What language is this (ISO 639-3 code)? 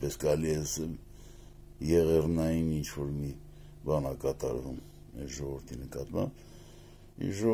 hye